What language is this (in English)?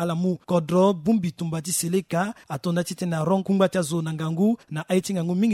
Sango